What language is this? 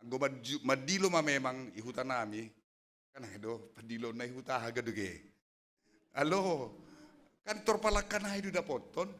Batak Simalungun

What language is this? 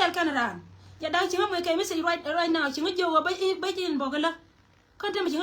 Nuer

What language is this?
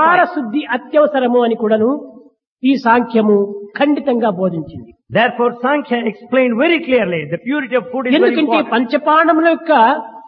Telugu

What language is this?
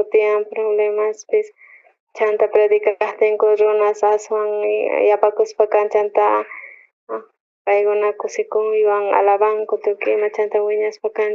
South Bolivian Quechua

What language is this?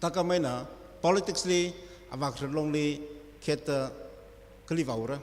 Tangkhul Naga (India)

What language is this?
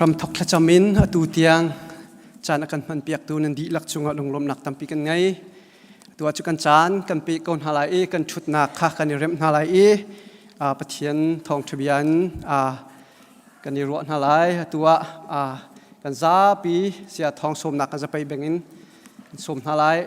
Hakha Chin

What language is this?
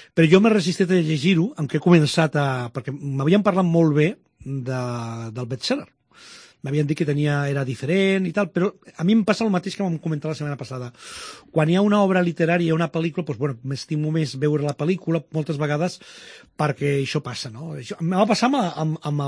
Catalan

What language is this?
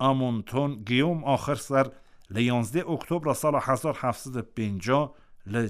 Kurdish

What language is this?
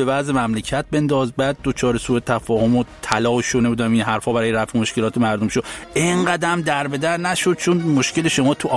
Persian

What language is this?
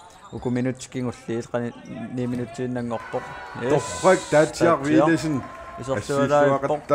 Kalaallisut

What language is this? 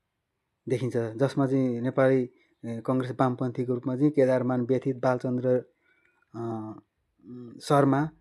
Nepali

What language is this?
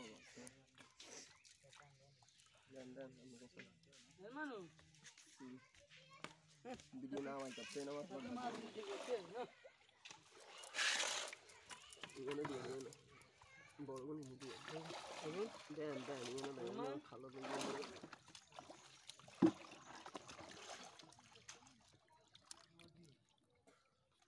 Bangla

